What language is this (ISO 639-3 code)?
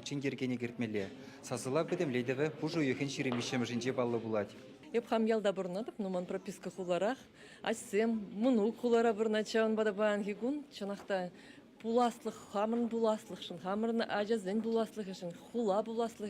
chv